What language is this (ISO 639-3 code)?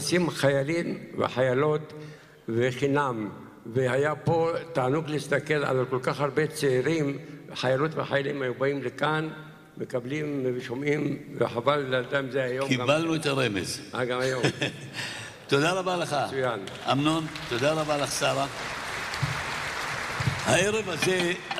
heb